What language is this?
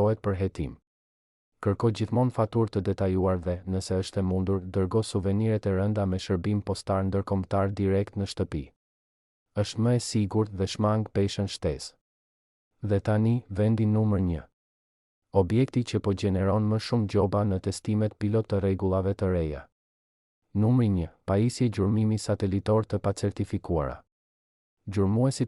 Albanian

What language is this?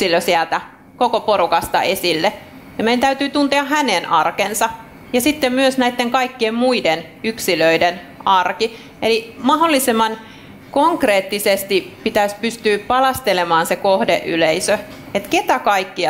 Finnish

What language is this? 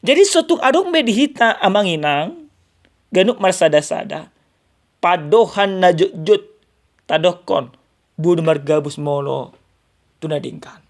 Batak Toba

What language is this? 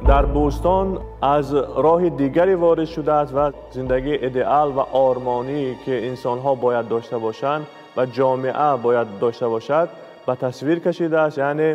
Tajik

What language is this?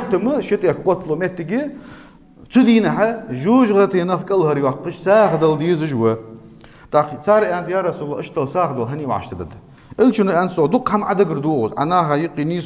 Ingush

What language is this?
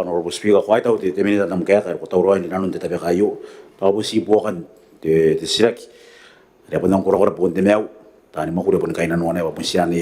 Gilbertese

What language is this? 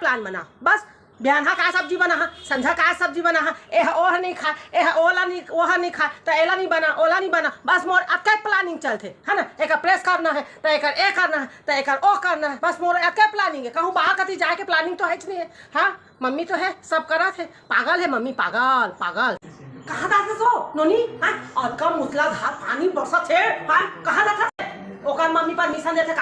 Chhattisgarhi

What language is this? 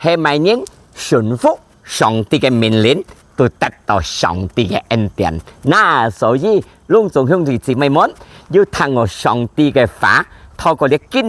Hakka Chinese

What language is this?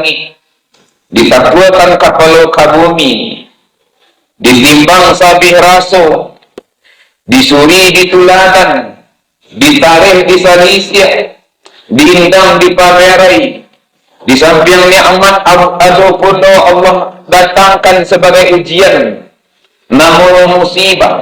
Minangkabau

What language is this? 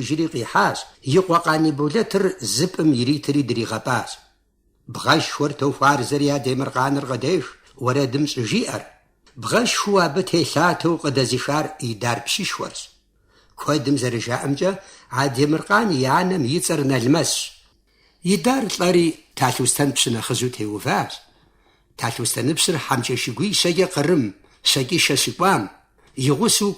Kabardian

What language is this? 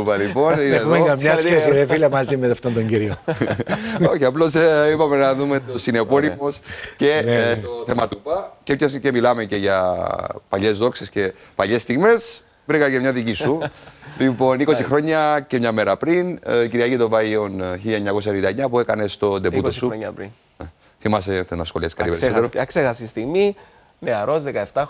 Greek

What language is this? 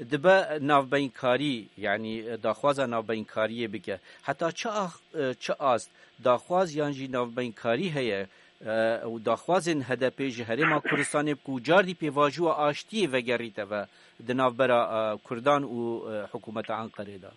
Kurdish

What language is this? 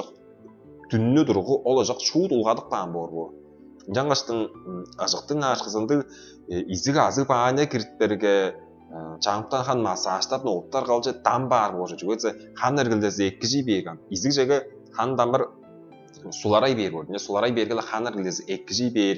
Tuvinian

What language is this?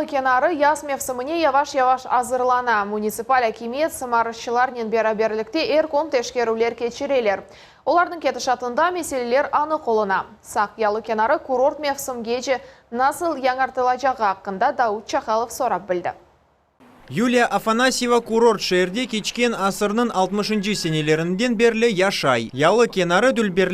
Crimean Tatar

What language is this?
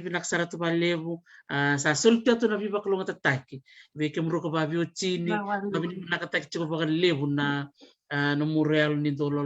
Fijian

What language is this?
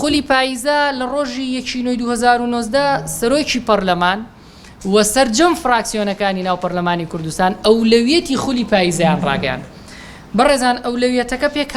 Central Kurdish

